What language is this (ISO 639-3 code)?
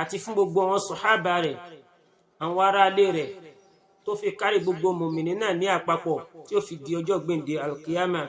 yor